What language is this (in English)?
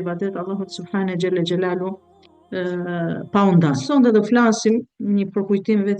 Albanian